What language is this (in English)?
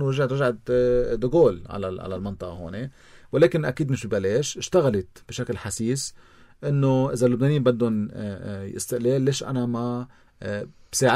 North Levantine Arabic